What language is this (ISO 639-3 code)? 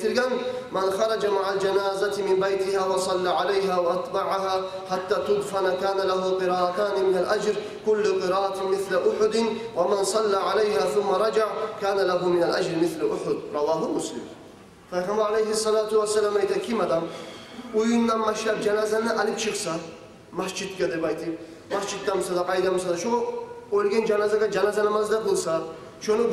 kum